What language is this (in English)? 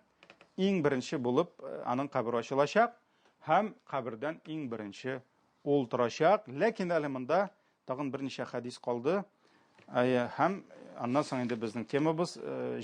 Tatar